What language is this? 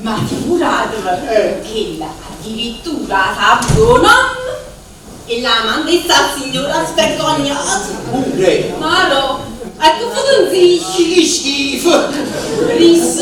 Neapolitan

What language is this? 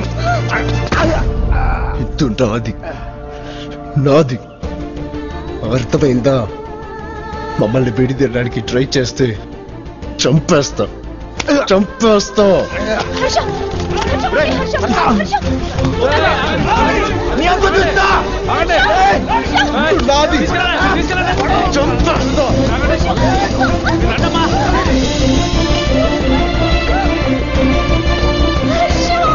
Telugu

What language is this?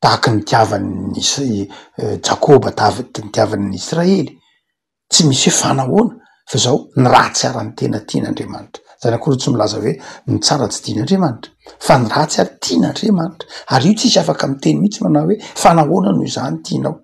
Malagasy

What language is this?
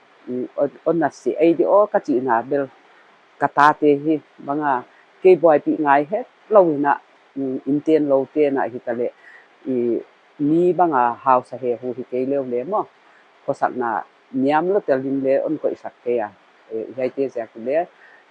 Paite Chin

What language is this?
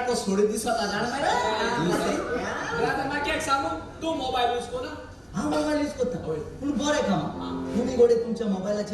Konkani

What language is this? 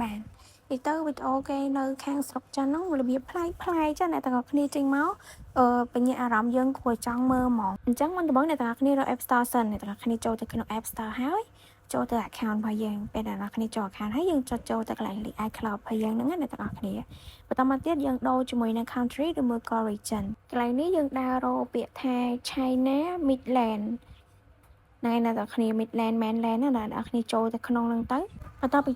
Khmer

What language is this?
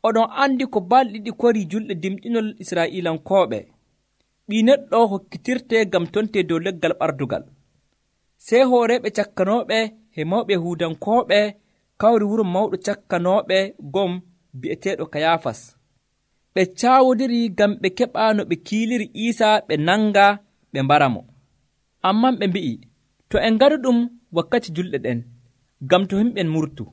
Nigerian Fulfulde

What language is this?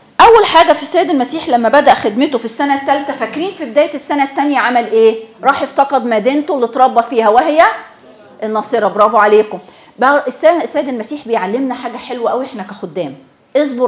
Egyptian Arabic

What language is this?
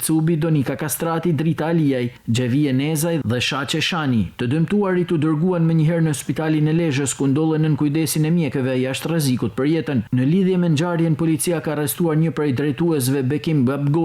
Albanian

